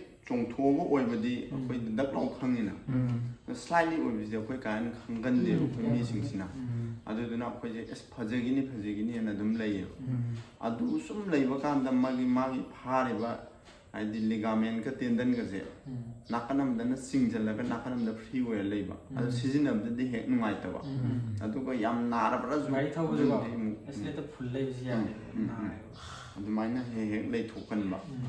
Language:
Manipuri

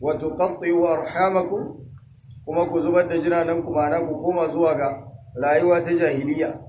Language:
Hausa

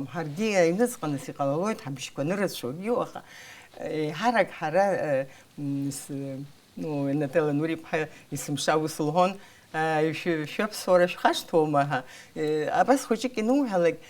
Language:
Abkhazian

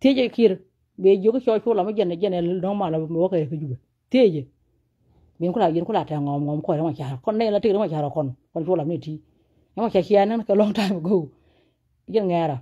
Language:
Nuer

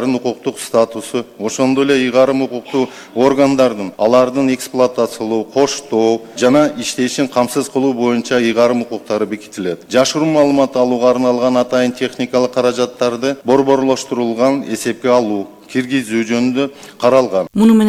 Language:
Kyrgyz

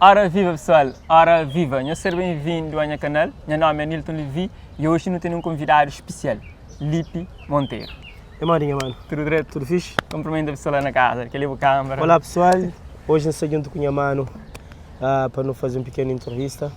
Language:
Kabuverdianu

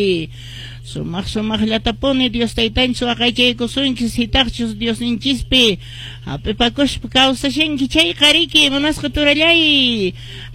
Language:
Quechua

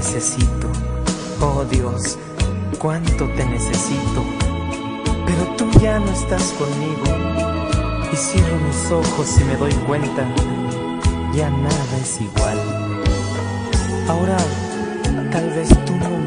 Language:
Spanish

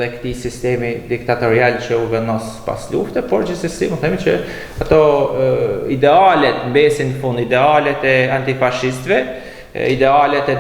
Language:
Albanian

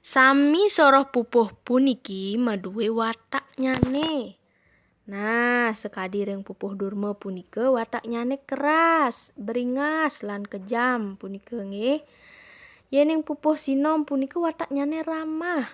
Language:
Balinese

